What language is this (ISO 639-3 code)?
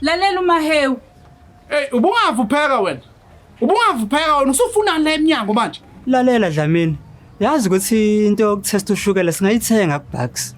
zul